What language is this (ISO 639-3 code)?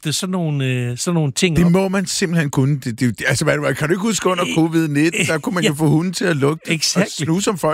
dan